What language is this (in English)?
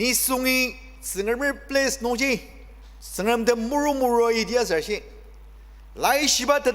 Ao Naga